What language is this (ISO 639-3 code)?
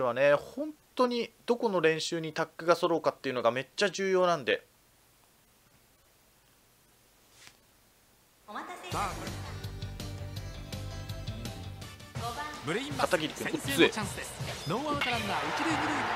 jpn